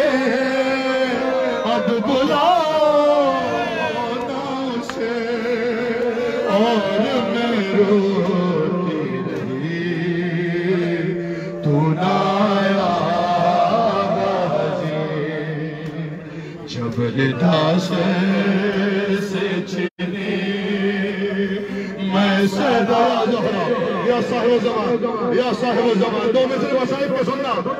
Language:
Urdu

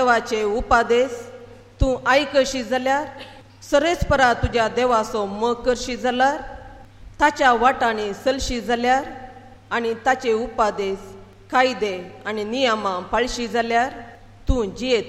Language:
Konkani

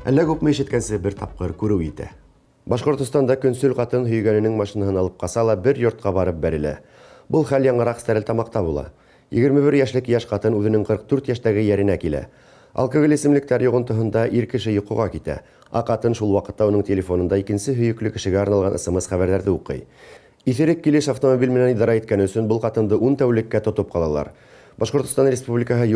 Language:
Bashkir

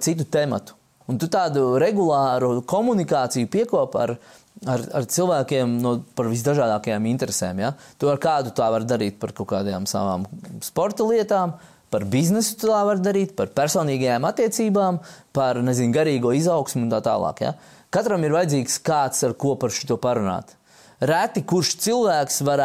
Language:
Latvian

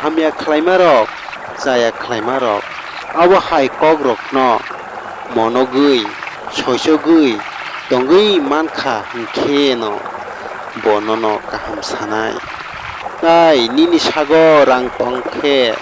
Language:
Kok Borok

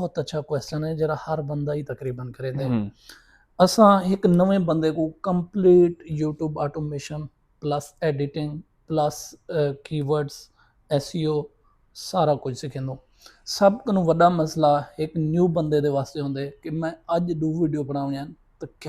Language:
Saraiki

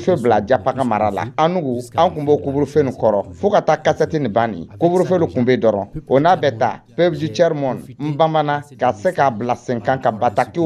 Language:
Dyula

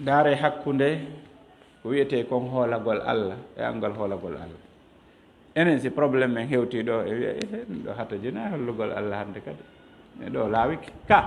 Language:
Fula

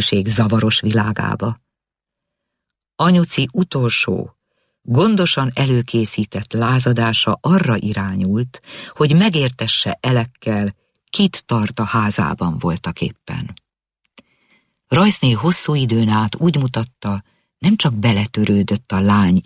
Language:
Hungarian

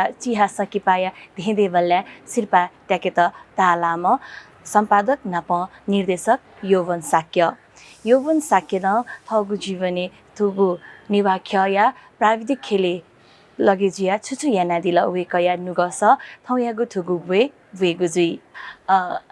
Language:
Newari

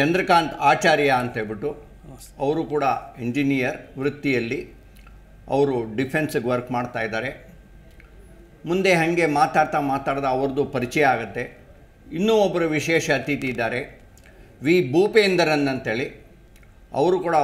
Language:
Kannada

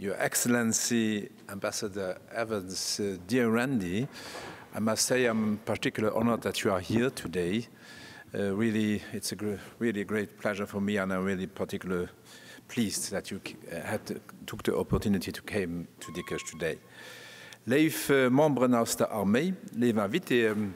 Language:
Luxembourgish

